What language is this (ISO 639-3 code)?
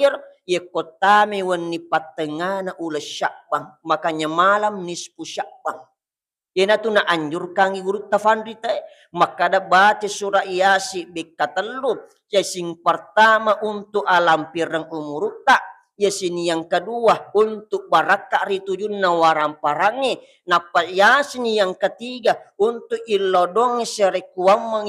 bug